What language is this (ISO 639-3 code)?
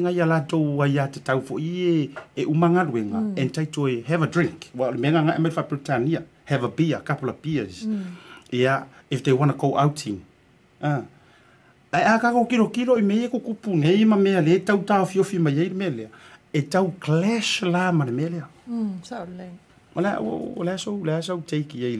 smo